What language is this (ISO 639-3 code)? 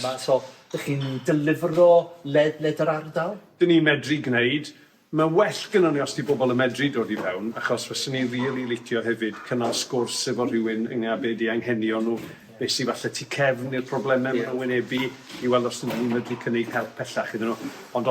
cym